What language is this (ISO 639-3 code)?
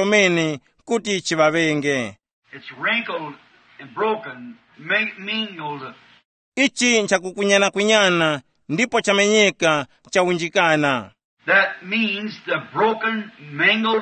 tum